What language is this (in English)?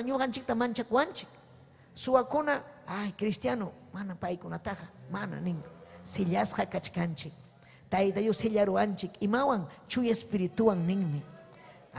Ayacucho Quechua